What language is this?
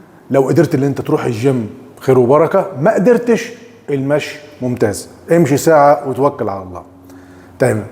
Egyptian Arabic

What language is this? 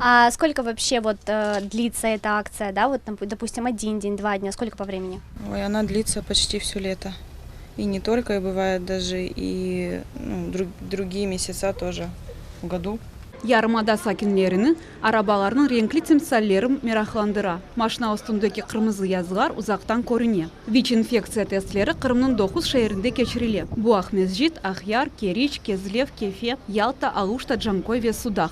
Crimean Tatar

